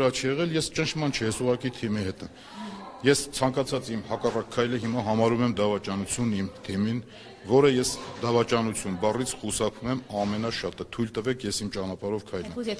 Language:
Armenian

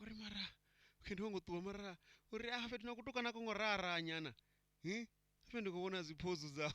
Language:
Venda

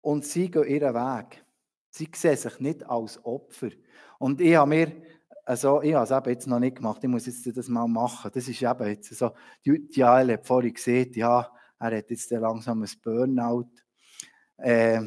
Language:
Swiss German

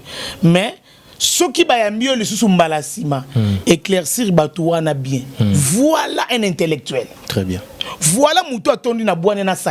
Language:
Lingala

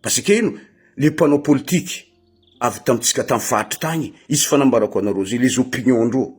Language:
Malagasy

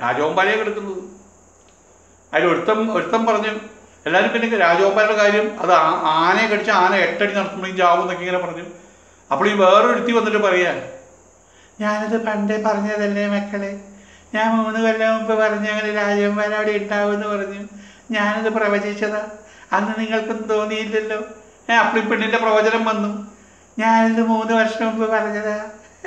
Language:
Malayalam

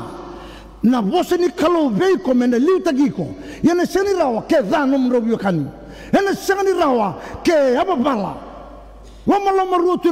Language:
Fijian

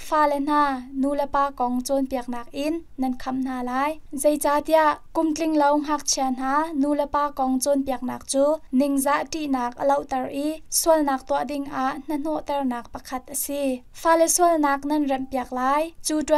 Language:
Hakha Chin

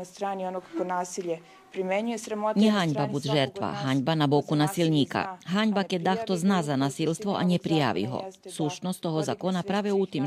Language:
Rusyn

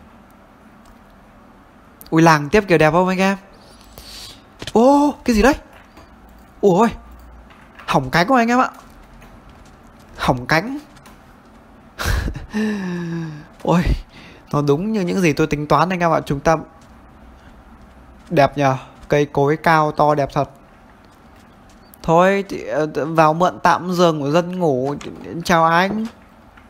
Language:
Vietnamese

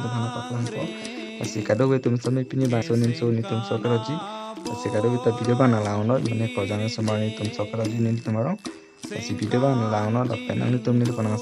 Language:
Karbi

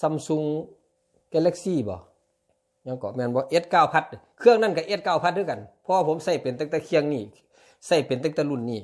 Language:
Northeastern Thai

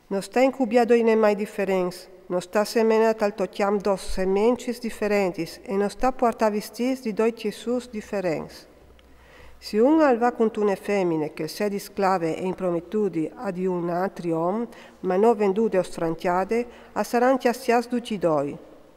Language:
Friulian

